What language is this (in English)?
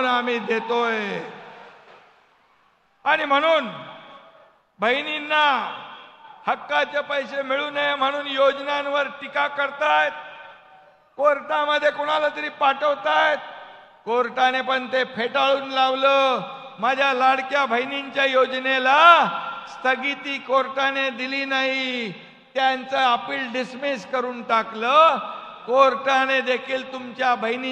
Marathi